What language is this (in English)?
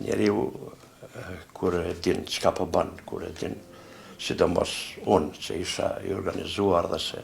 Albanian